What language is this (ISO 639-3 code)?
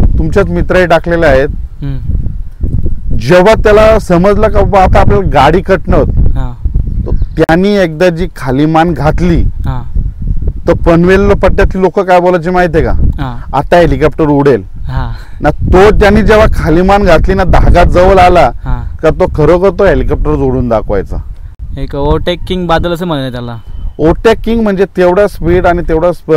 mar